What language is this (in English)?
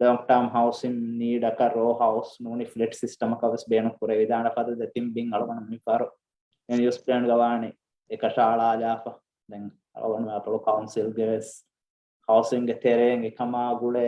Divehi